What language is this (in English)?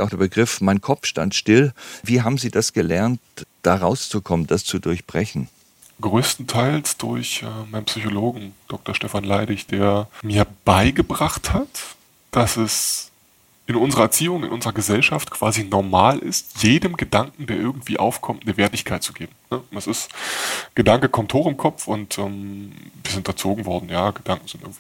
German